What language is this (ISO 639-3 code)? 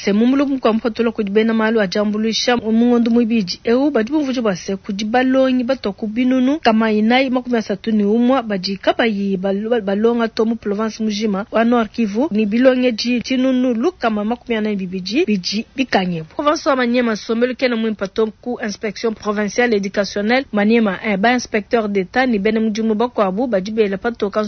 lua